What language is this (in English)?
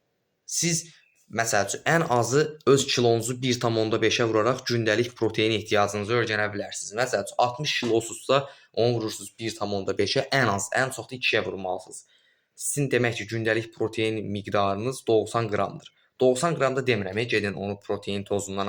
Azerbaijani